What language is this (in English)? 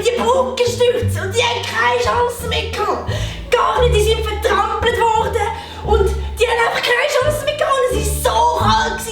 Swiss German